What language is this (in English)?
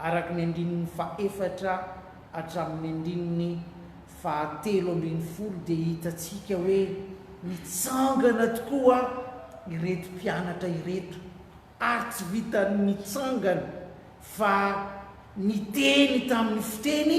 Malagasy